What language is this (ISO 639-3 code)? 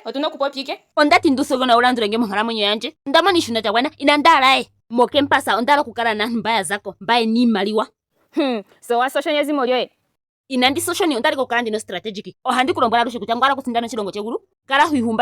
ndo